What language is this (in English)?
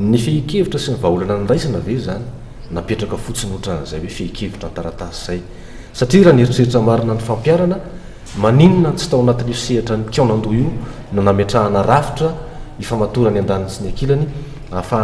Malagasy